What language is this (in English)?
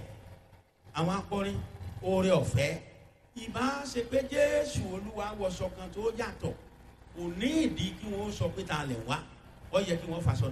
Yoruba